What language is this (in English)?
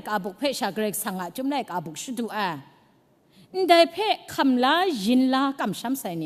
Kachin